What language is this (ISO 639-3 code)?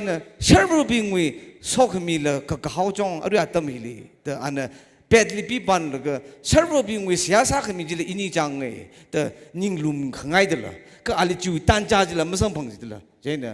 nmf